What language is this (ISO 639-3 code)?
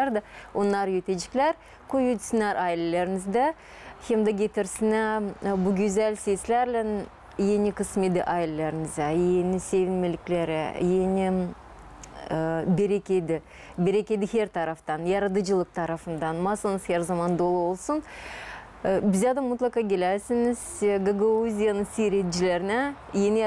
gag